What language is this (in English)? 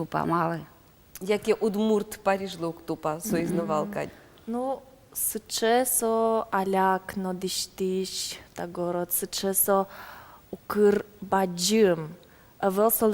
Udmurt